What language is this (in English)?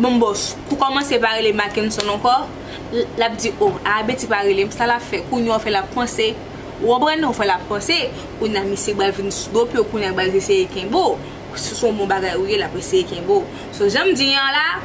Haitian Creole